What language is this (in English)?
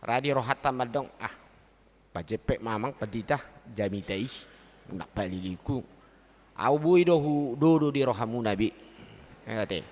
Batak Toba